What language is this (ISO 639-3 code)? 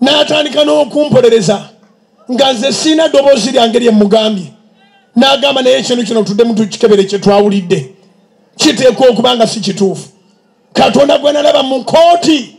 lug